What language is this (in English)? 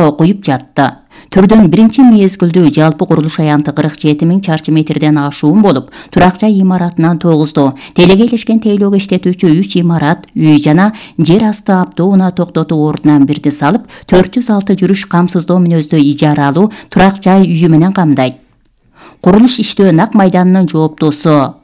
Kyrgyz